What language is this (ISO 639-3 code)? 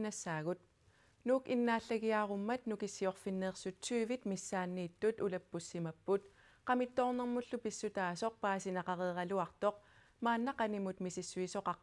kal